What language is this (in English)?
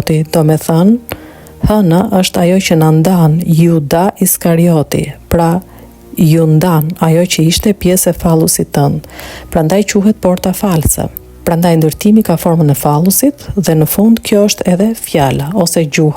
Albanian